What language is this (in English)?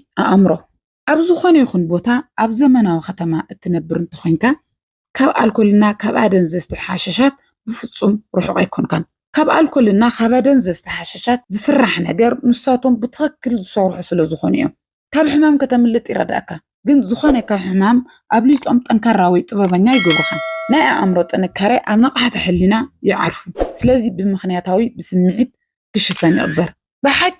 Tigrinya